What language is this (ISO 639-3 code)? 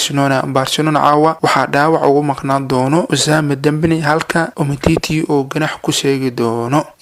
som